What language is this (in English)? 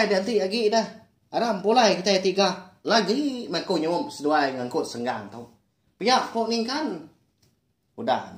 Iban